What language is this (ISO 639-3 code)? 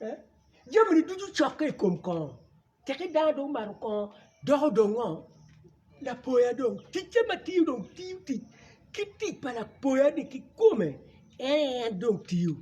ach